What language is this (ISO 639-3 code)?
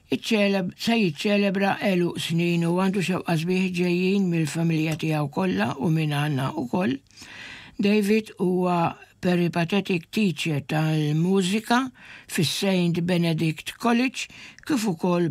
mlt